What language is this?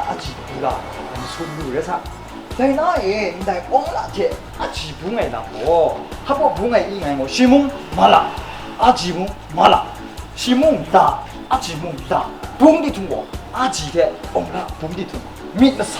Kachin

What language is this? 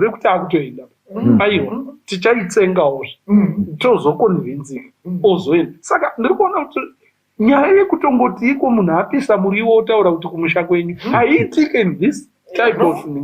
Shona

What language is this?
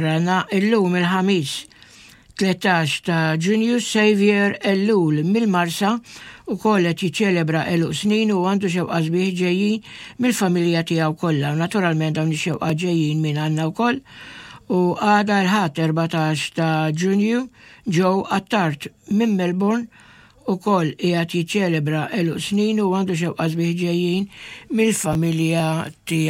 Maltese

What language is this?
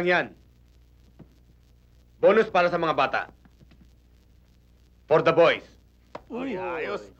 Filipino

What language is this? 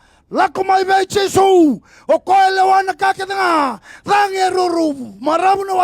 Fijian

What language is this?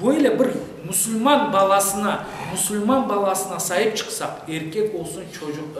Crimean Tatar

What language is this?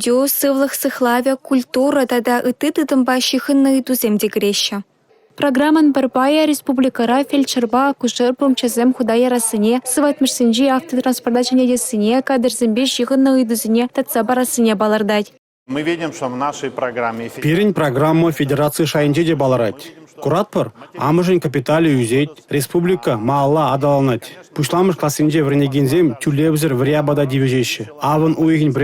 Chuvash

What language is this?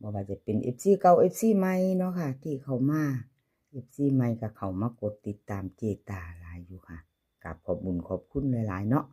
Northeastern Thai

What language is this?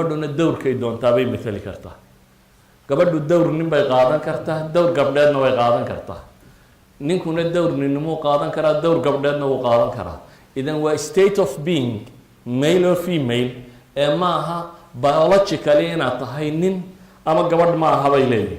Somali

